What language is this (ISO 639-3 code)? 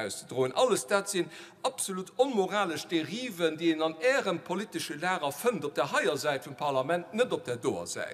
ltz